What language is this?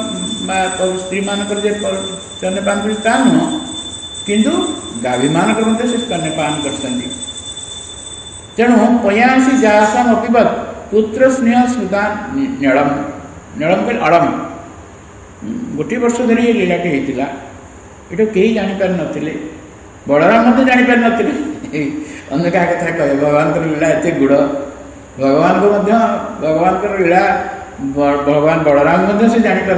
Odia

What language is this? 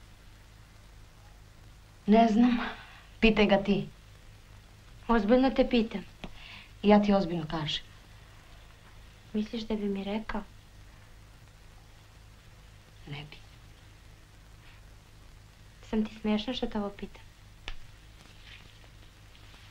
Croatian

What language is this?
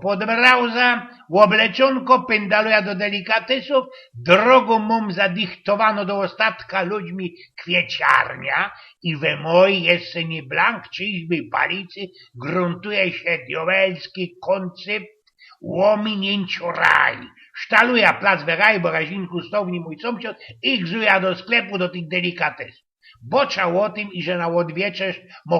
Silesian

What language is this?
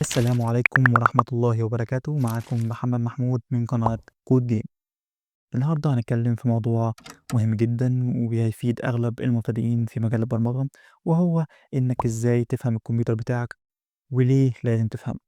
Egyptian Arabic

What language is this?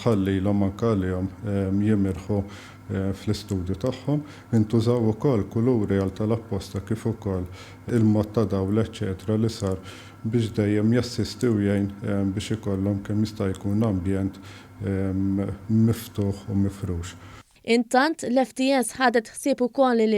Maltese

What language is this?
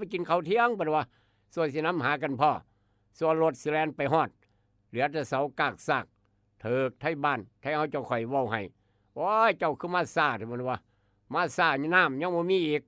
Northeastern Thai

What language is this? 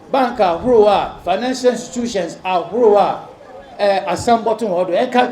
Akan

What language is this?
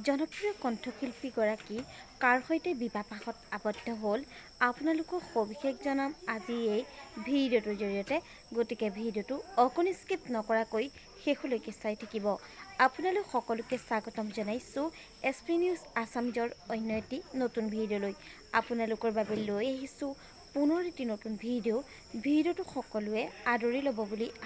Assamese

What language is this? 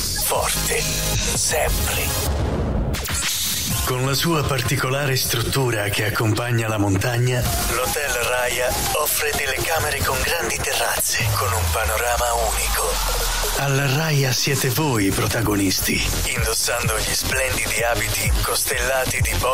Italian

